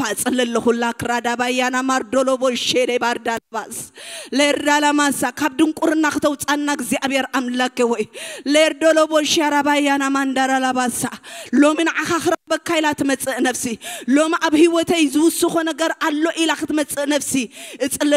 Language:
Tigrinya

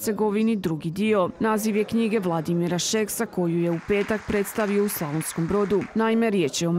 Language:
Croatian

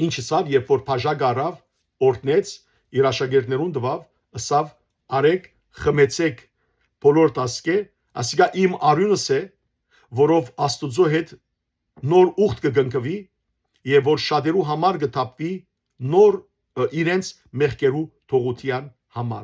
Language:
Western Armenian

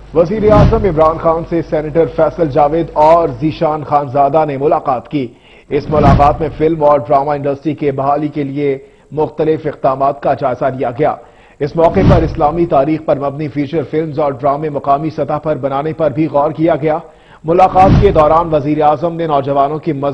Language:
Urdu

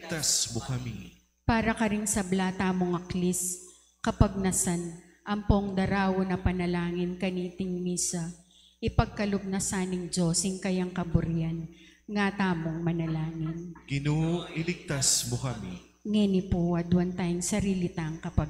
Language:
Pampanga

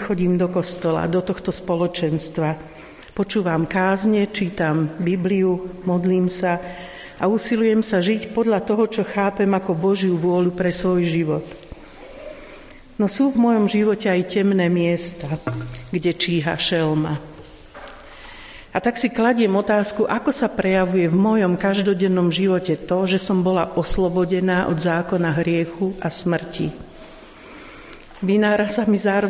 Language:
Slovak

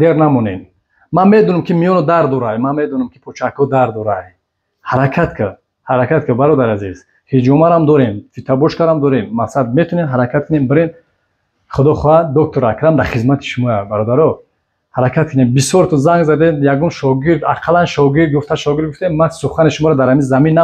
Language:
Tajik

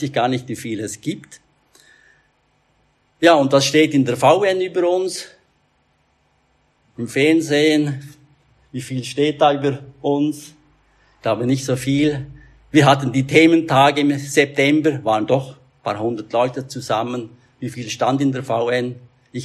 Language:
German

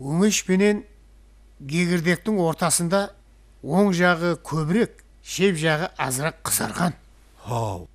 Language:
Kara-Kalpak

